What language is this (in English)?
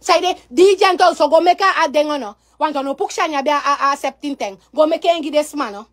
Sranan Tongo